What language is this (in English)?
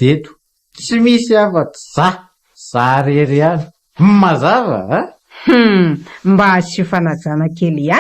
Malagasy